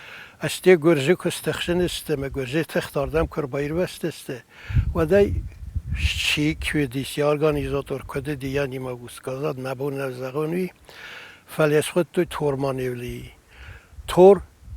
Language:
Ossetic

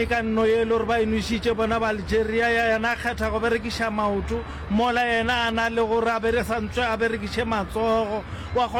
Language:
Northern Sotho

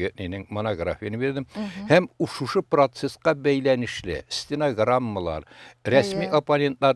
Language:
Tatar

